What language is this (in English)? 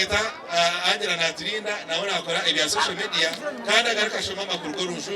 Nyankole